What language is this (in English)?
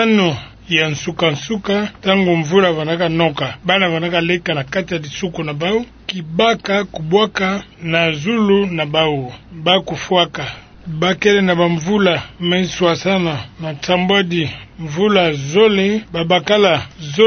Kituba (Democratic Republic of Congo)